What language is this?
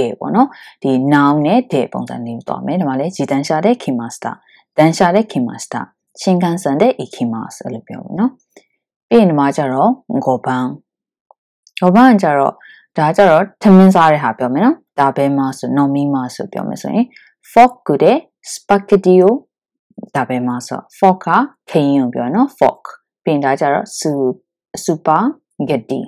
Burmese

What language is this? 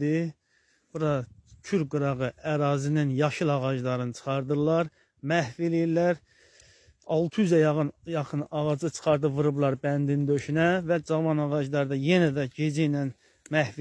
Azerbaijani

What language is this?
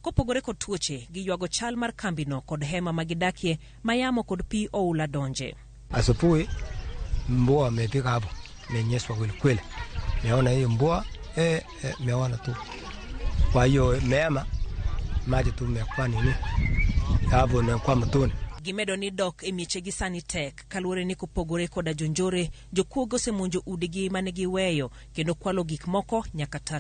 Luo (Kenya and Tanzania)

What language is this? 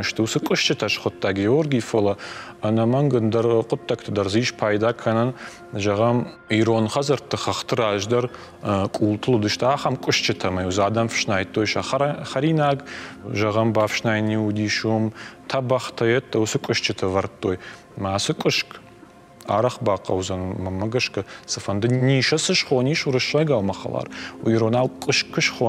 Ossetic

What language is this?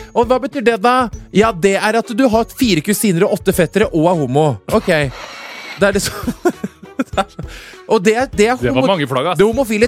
Norwegian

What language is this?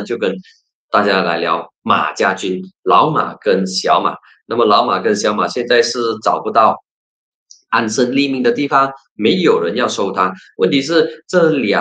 Chinese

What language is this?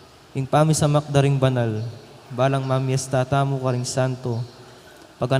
Pampanga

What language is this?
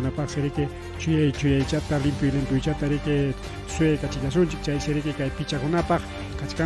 Ayacucho Quechua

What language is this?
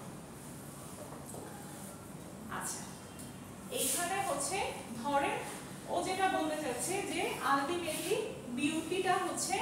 Bangla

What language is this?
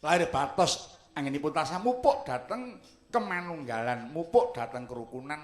Javanese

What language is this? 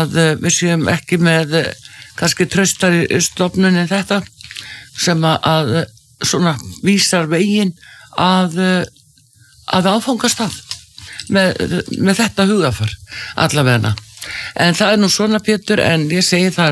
Icelandic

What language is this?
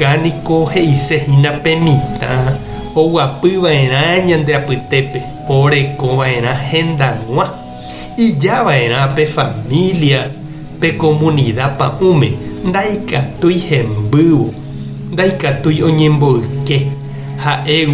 Guarani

